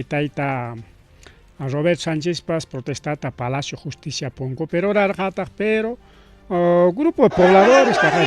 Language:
Ayacucho Quechua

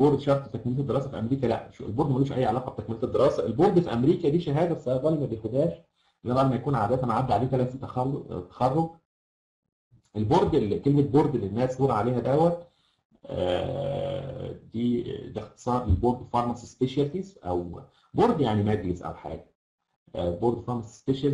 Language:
Egyptian Arabic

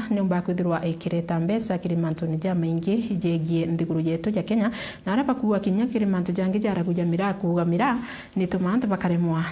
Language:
Meru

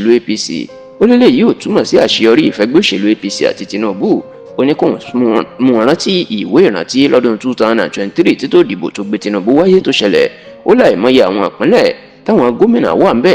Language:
Yoruba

